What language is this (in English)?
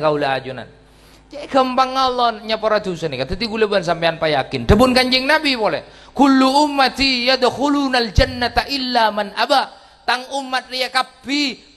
Madurese